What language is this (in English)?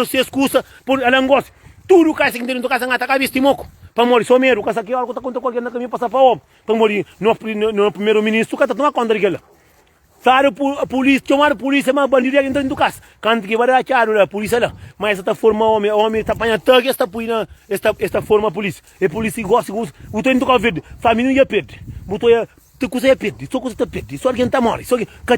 Kabuverdianu